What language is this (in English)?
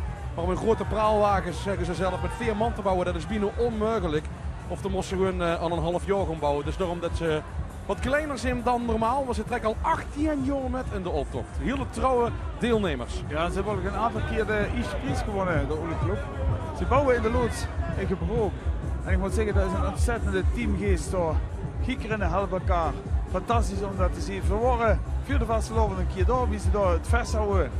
Limburgish